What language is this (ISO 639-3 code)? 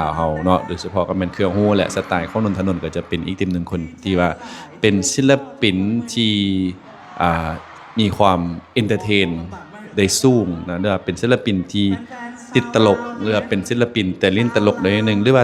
lao